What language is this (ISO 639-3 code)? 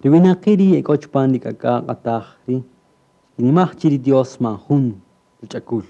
cak